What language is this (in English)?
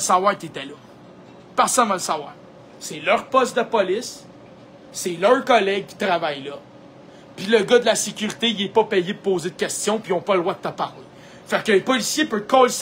French